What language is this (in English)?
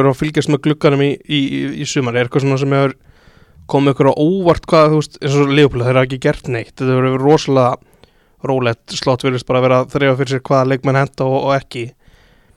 Icelandic